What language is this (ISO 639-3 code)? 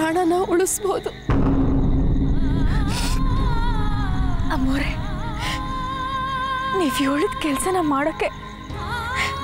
kan